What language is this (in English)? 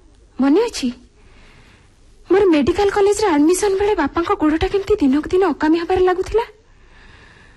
Odia